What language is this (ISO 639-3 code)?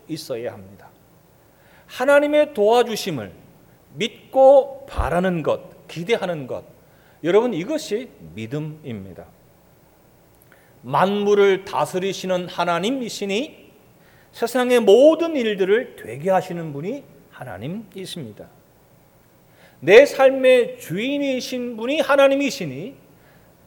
kor